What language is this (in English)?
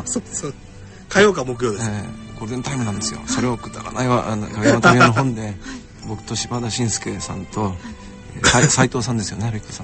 Japanese